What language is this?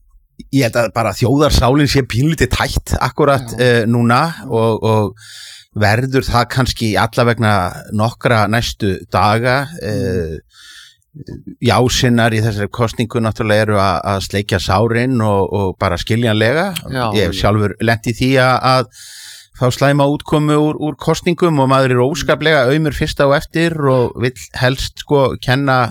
Icelandic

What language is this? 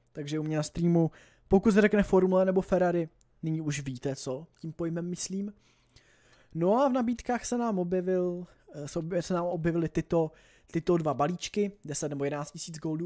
Czech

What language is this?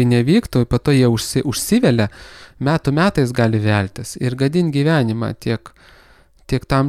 Lithuanian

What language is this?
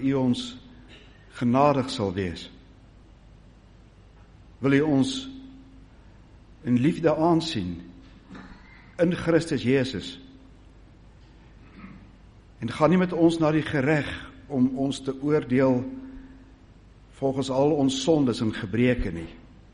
Afrikaans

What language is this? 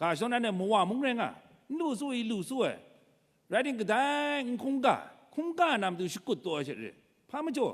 Kachin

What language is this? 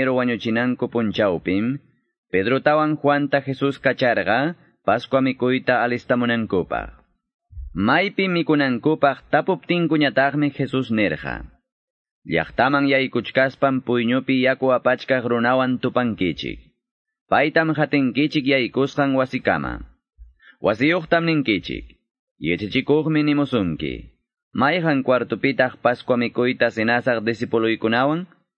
Quechua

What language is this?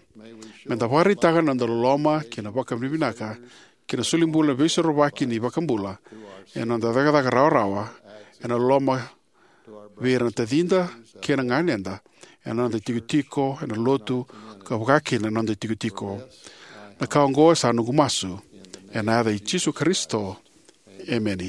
Fijian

